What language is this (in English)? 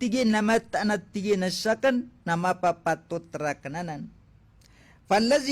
Maranao